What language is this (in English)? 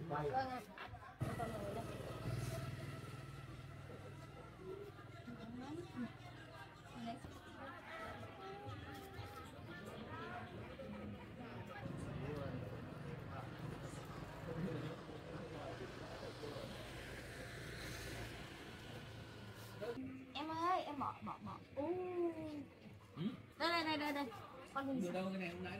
Vietnamese